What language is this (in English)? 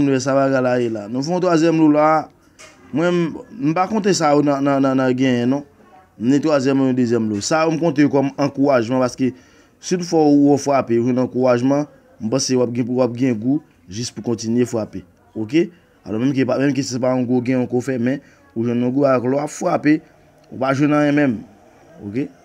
Haitian Creole